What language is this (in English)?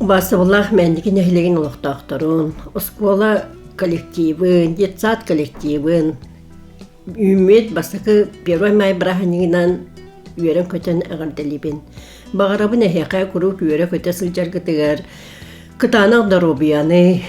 Yakut